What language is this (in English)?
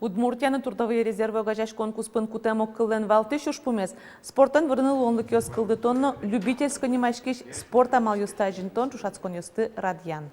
Udmurt